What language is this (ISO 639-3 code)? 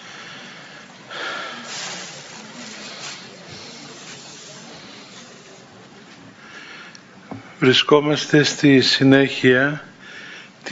ell